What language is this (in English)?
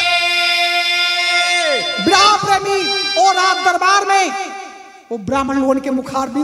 Bhojpuri